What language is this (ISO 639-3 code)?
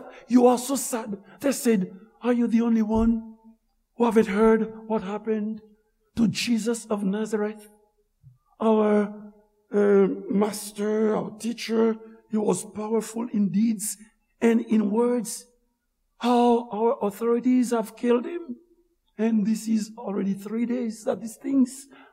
hat